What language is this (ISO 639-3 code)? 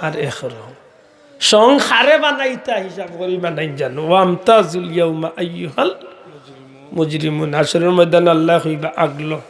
syl